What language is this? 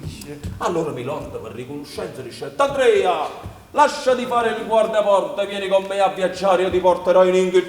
Neapolitan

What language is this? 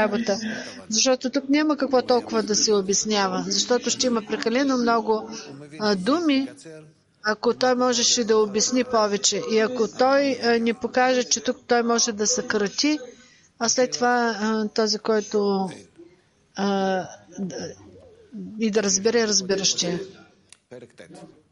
Bulgarian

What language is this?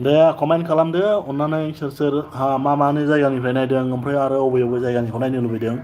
Bodo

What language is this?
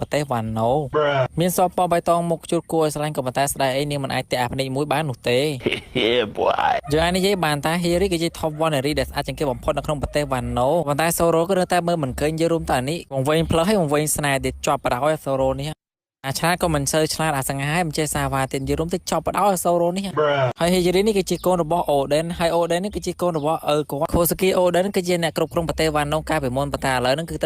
Khmer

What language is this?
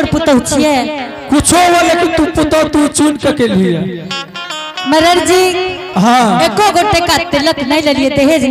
Angika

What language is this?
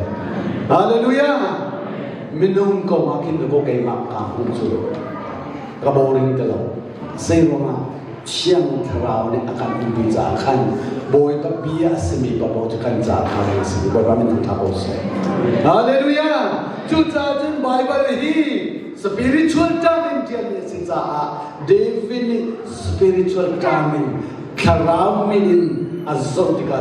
Hakha Chin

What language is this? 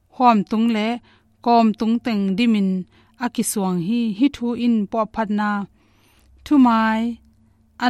Tedim Chin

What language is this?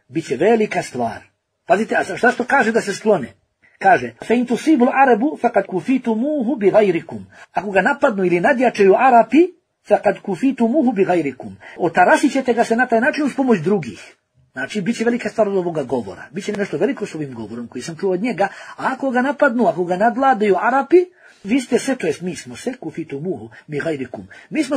Bosnian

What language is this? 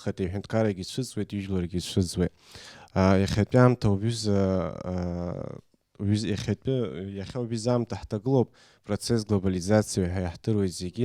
Abkhazian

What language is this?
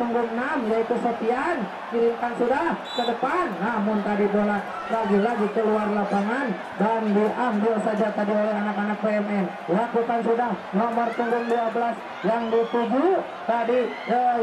Indonesian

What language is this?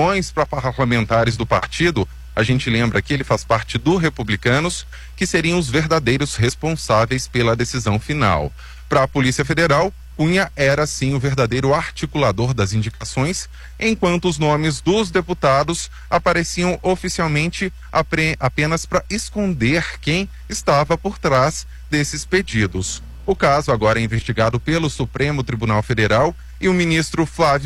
Portuguese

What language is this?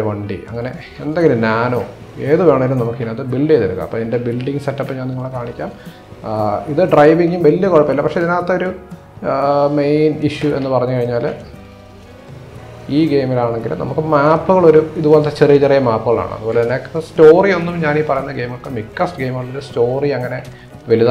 Malayalam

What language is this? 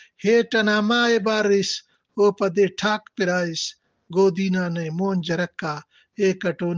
Brahui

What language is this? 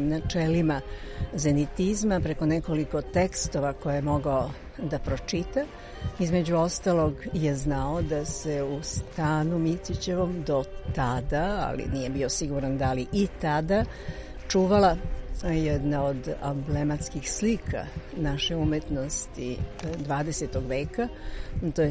Serbian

